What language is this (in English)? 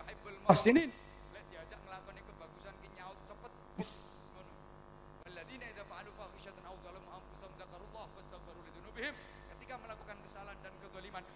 Javanese